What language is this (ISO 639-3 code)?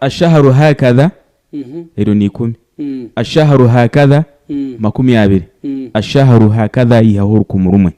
nyn